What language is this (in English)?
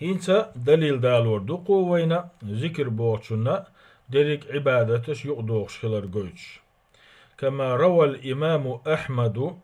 Chechen